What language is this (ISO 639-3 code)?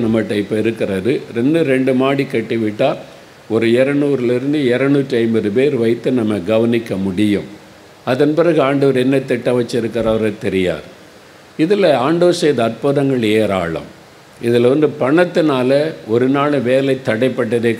tam